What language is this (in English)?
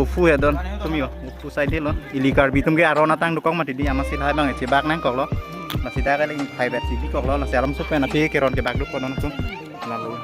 Karbi